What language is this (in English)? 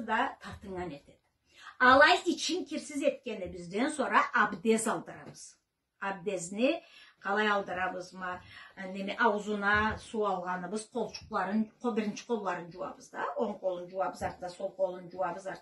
Karachay-Balkar